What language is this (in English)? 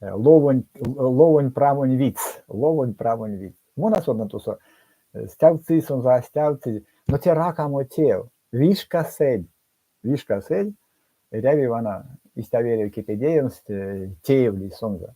Erzya